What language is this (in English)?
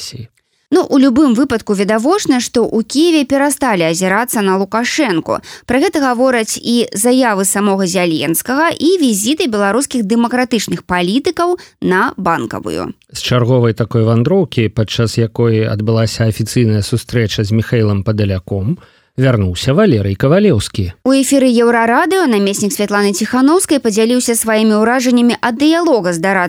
Belarusian